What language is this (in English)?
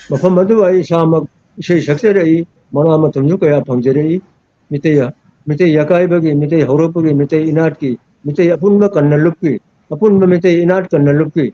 Manipuri